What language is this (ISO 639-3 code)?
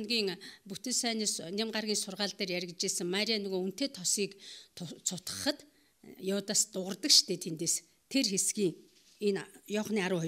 mon